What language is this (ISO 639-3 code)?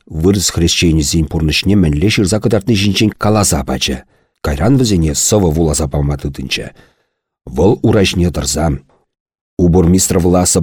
chv